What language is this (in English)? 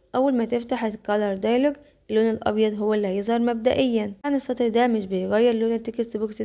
Egyptian Arabic